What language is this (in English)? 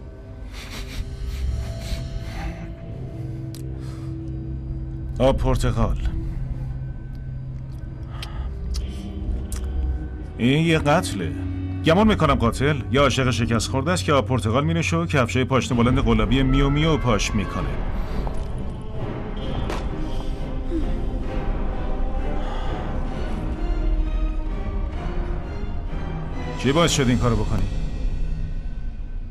Persian